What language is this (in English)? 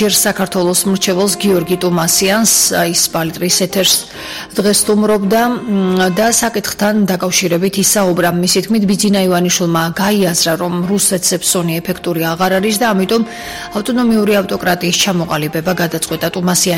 Georgian